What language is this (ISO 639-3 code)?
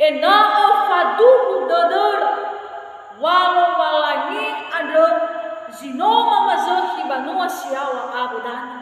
nia